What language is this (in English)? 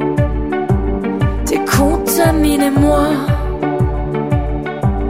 French